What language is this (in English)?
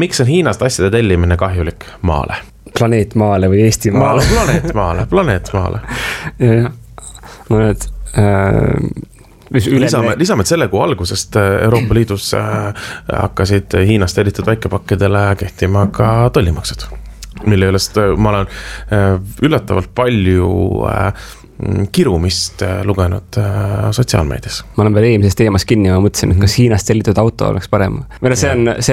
Estonian